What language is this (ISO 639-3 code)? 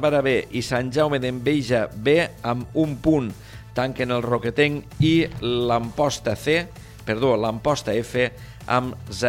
cat